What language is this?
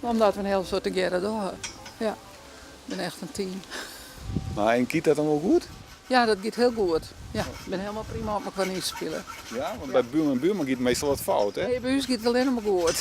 Western Frisian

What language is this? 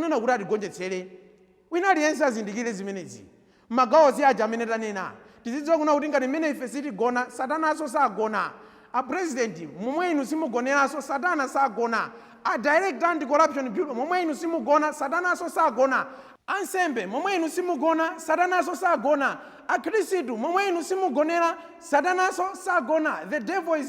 Nyanja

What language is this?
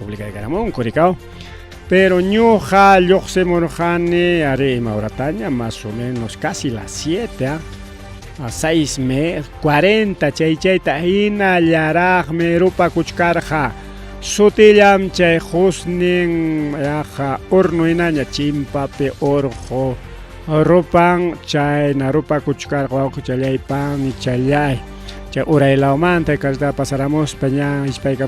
Ayacucho Quechua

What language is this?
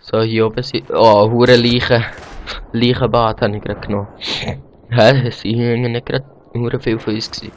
Swiss German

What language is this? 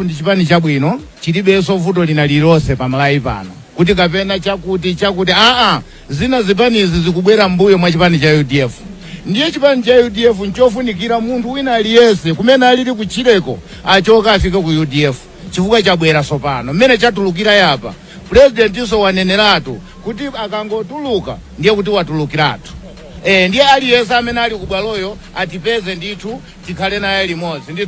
Nyanja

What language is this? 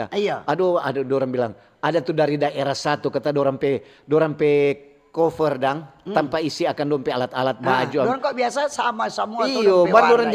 Manado Malay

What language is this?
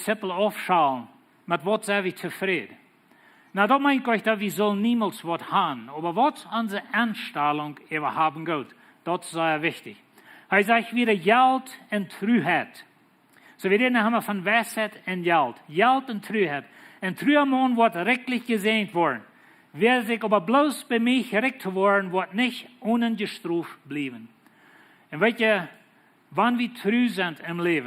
Plautdietsch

